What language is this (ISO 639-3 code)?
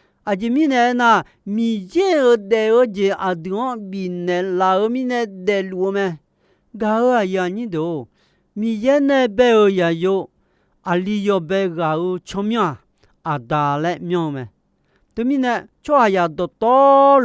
ahk